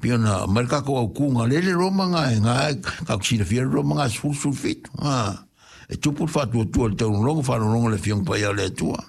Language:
Samoan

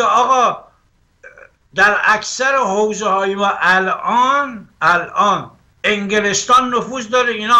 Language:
Persian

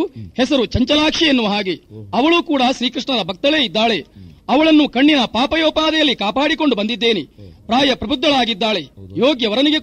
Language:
Kannada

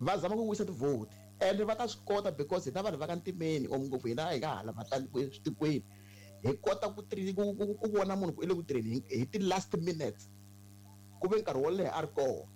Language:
Tsonga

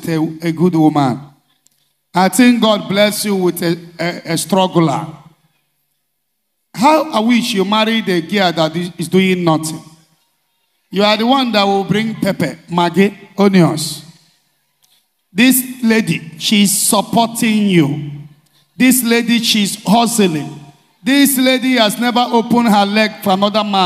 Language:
English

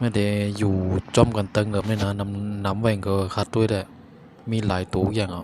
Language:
Shan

